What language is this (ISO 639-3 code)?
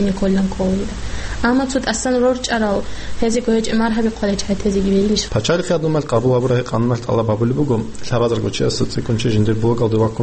ava